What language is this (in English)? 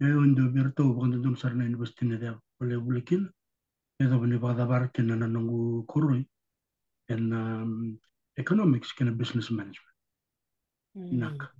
Fijian